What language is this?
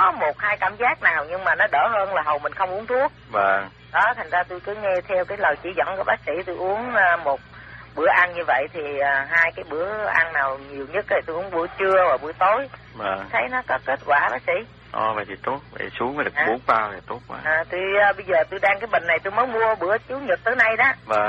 Vietnamese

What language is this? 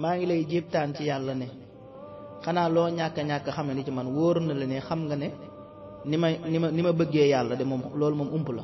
Wolof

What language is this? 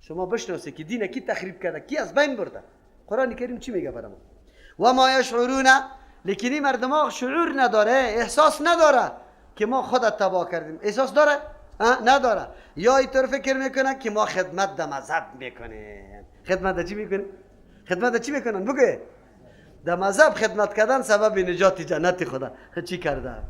Persian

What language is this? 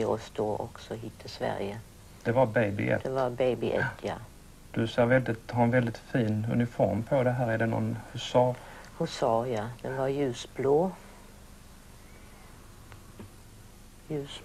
Swedish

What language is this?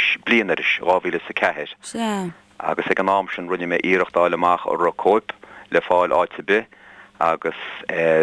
Irish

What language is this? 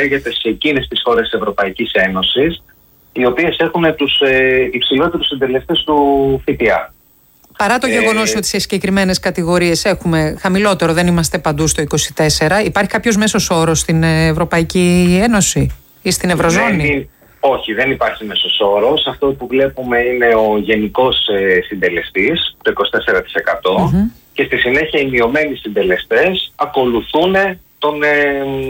Greek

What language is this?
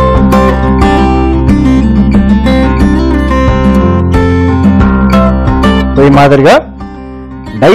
Telugu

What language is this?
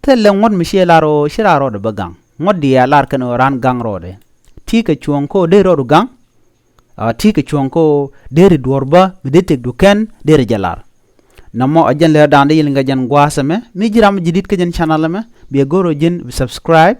Nuer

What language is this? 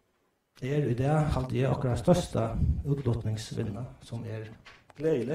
Faroese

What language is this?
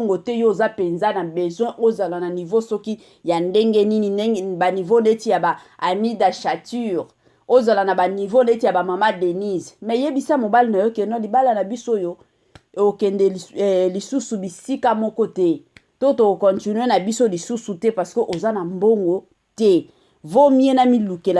Lingala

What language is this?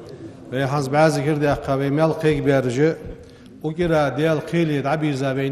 Ingush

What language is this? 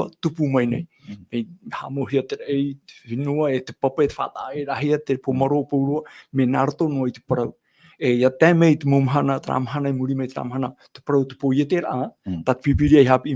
Tahitian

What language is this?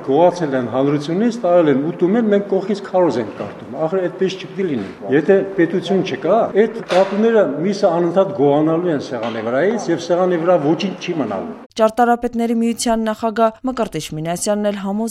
Armenian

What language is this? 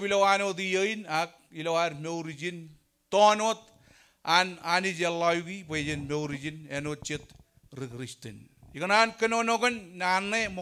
Marshallese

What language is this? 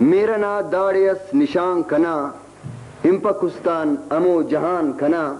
Brahui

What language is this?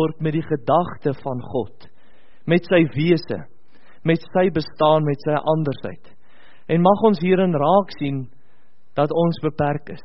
Afrikaans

